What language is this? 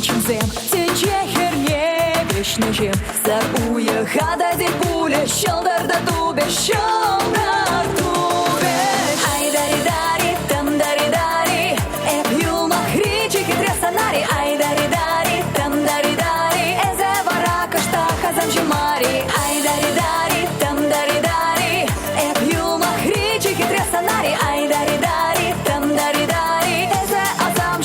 Chuvash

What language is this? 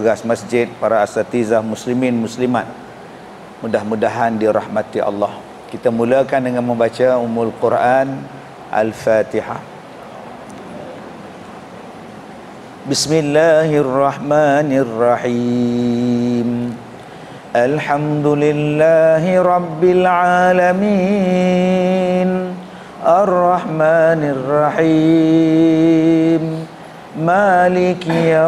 Malay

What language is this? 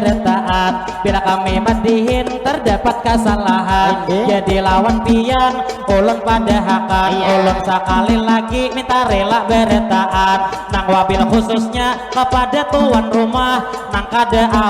Banjar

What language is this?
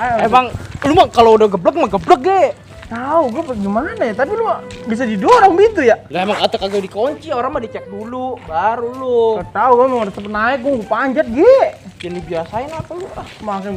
Betawi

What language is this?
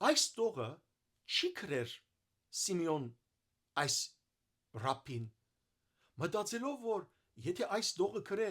Western Armenian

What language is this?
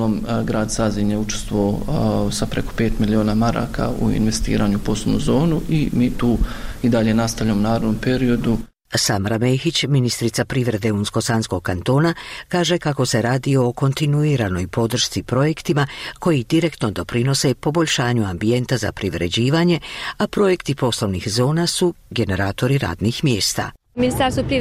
Bosnian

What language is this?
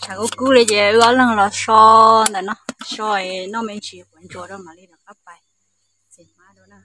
Hmong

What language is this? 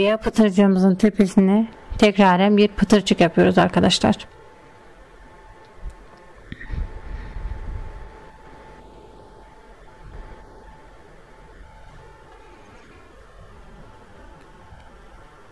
Turkish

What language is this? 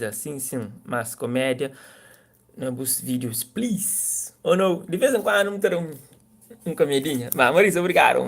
Kabuverdianu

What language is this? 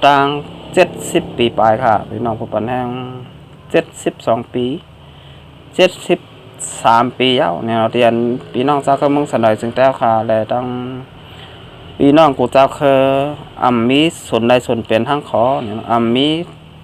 Shan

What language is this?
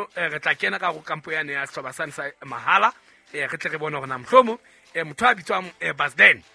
Southern Sotho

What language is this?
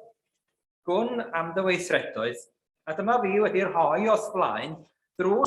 Welsh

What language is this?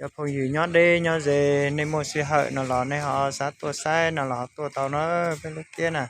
Hmong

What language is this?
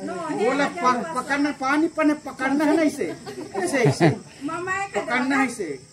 Chhattisgarhi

